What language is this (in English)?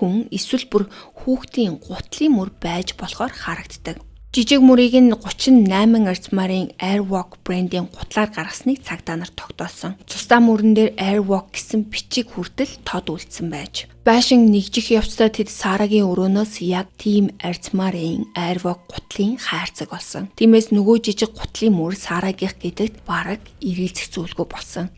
Mongolian